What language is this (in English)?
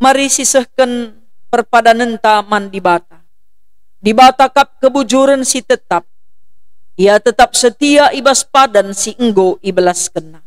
Batak Karo